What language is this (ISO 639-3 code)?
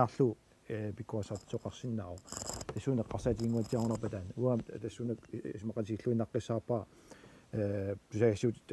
kal